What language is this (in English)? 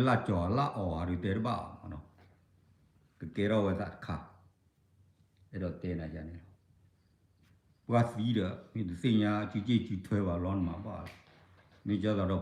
S'gaw Karen